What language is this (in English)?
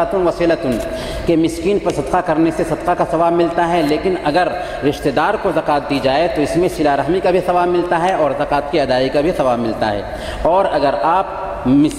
Urdu